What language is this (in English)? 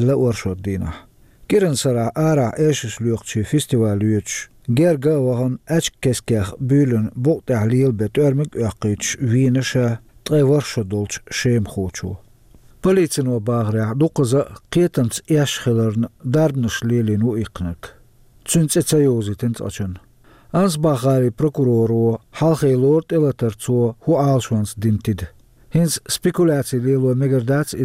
Chechen